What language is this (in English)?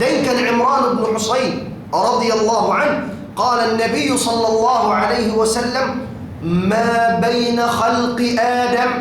Tausug